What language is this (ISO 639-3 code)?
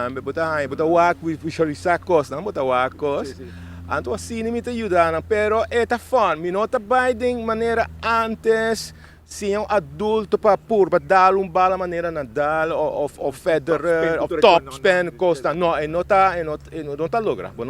pap